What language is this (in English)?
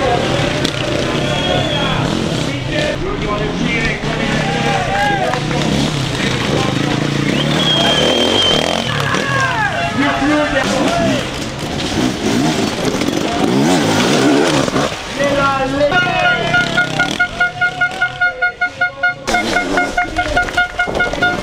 Italian